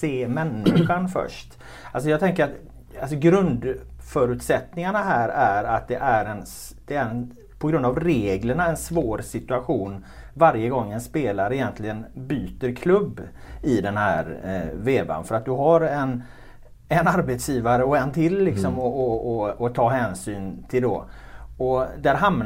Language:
Swedish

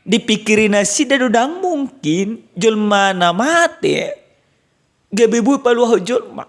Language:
Batak Toba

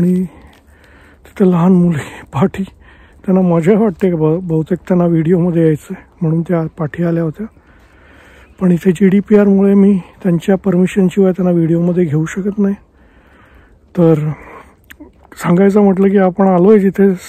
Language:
Marathi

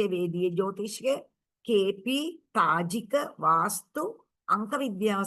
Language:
Sinhala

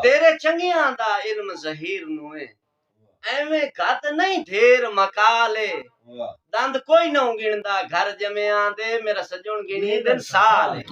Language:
Saraiki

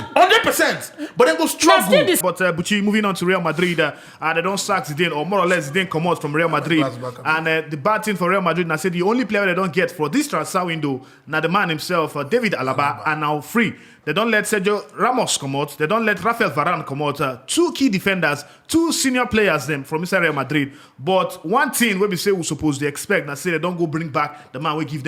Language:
Nigerian Pidgin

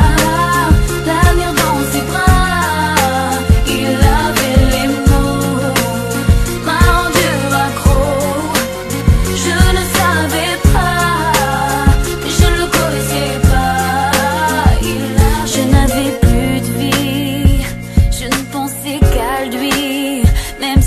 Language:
French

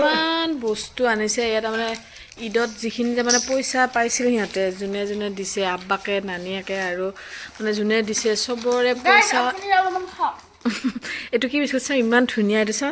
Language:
Assamese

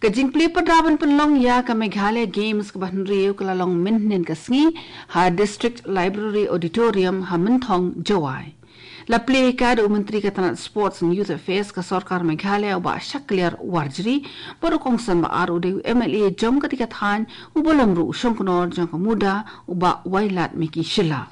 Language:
Khasi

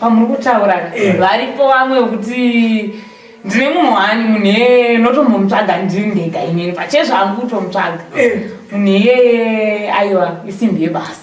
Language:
Shona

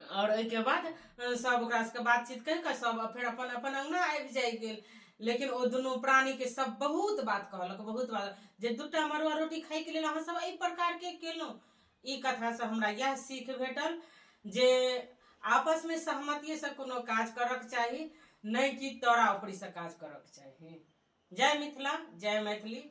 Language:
Maithili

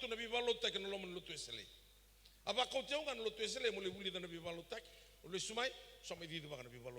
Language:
Fijian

